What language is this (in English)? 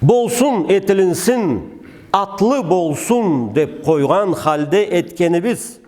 Karachay-Balkar